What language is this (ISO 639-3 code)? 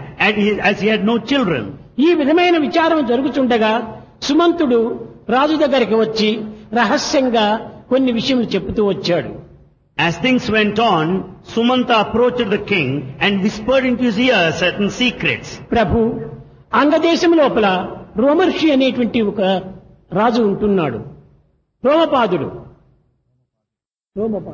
tel